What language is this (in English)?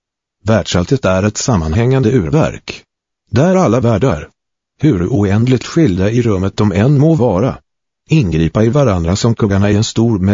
Swedish